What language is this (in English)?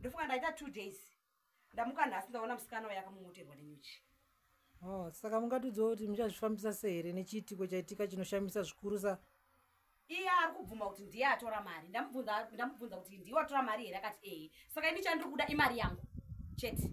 Shona